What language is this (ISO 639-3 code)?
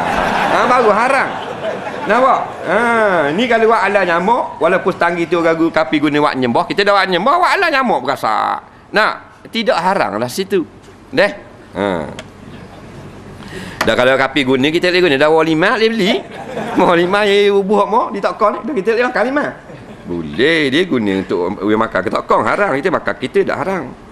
msa